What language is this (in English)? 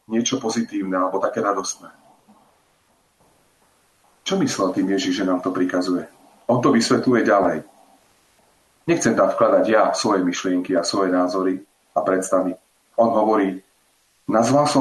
Slovak